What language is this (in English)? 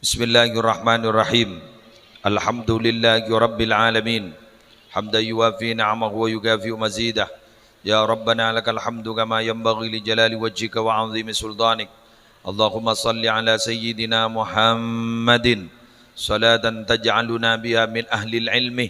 Madurese